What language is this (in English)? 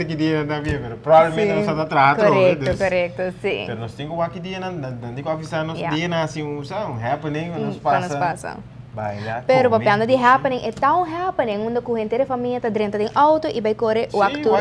Papiamento